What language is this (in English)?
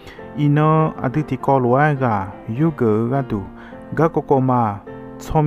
Akha